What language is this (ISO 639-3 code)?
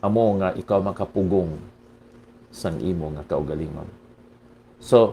hil